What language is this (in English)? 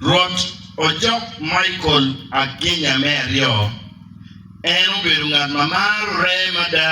Acoli